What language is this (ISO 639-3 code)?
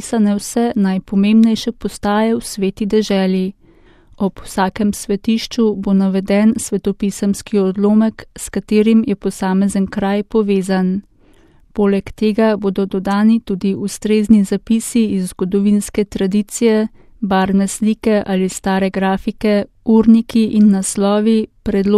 slv